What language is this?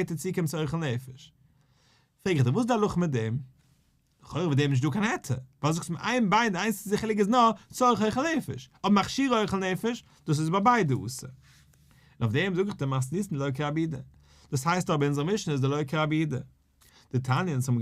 Yiddish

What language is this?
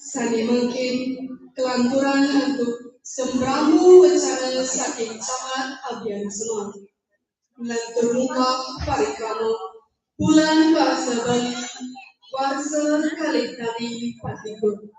Balinese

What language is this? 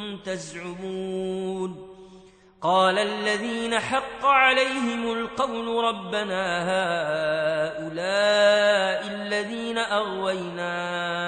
Arabic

